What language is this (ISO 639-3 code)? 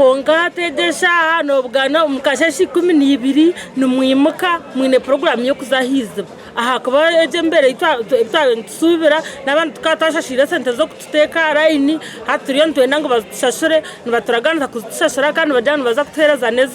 nyn